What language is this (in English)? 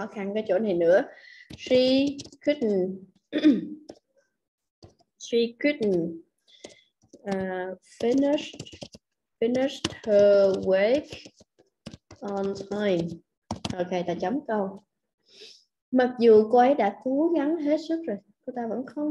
Vietnamese